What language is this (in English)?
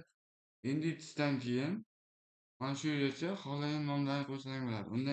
Uzbek